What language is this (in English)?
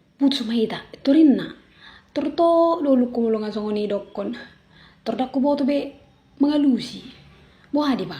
Batak Toba